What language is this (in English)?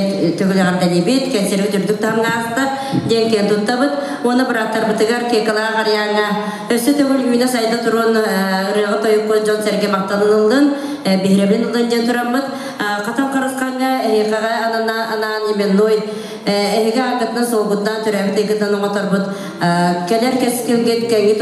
Yakut